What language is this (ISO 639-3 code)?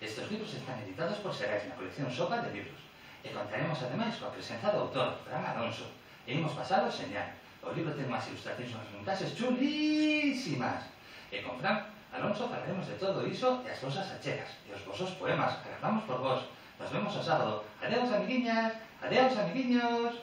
glg